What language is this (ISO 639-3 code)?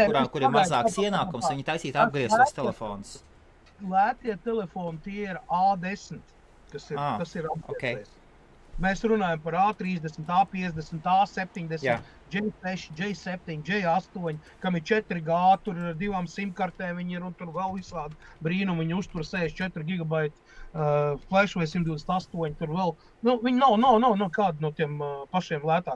lav